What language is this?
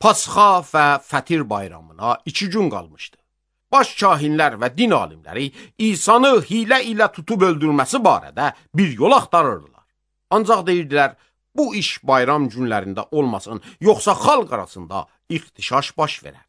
Azerbaijani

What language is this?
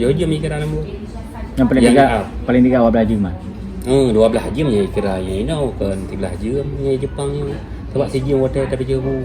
Achinese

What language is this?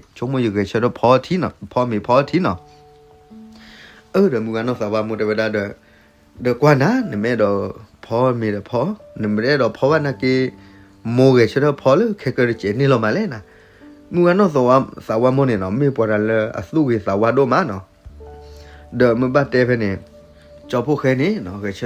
S'gaw Karen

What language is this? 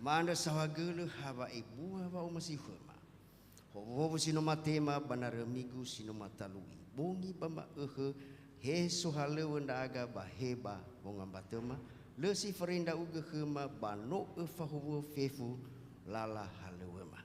Nias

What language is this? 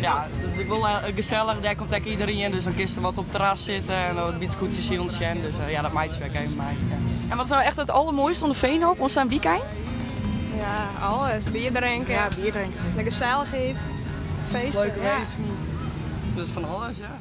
Western Frisian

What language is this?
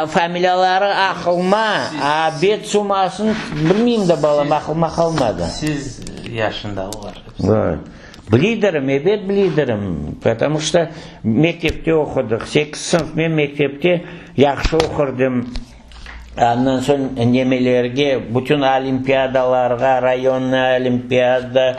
Crimean Tatar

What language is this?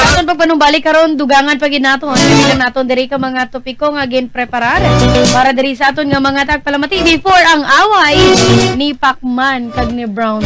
Hiligaynon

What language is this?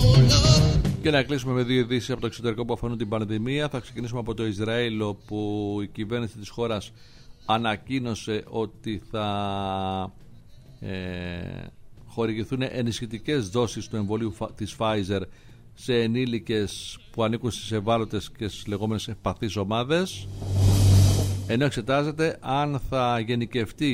Greek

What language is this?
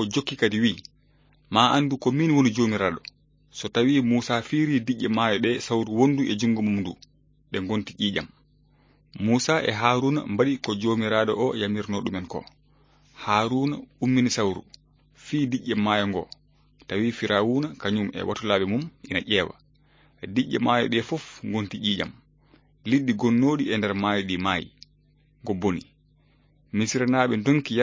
Fula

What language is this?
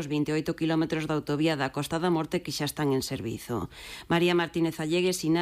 Galician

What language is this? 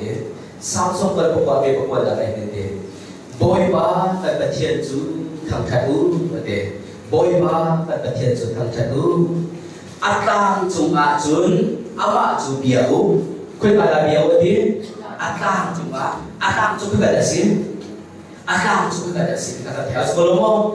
Hakha Chin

